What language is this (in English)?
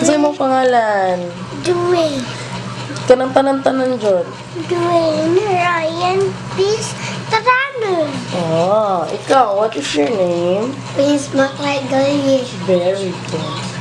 Cebuano